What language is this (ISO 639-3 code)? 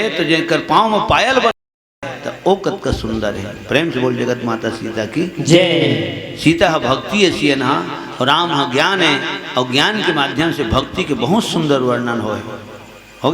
hne